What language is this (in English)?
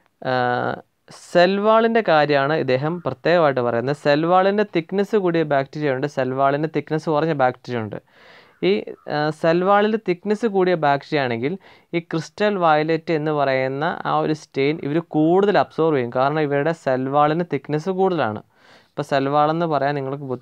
Malayalam